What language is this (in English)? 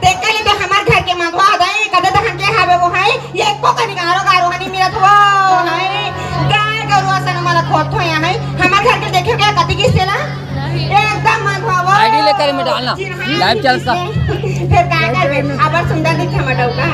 Chhattisgarhi